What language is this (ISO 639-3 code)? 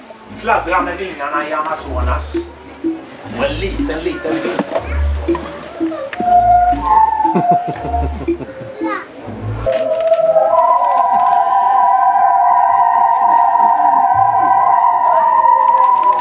swe